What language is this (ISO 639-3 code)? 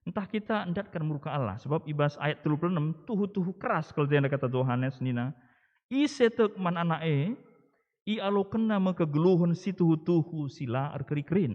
btx